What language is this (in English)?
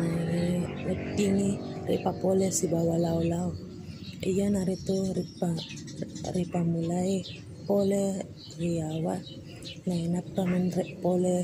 Buginese